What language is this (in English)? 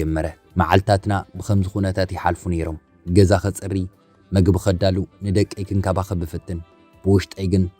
Tigrinya